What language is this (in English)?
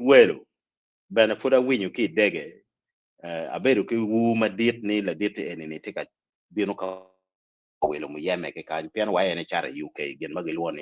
Acoli